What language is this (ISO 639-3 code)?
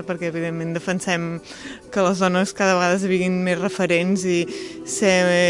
cat